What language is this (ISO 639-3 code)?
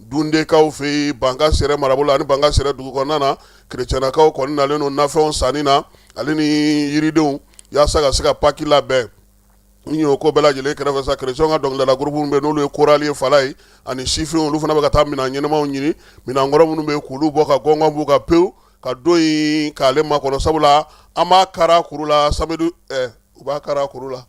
bam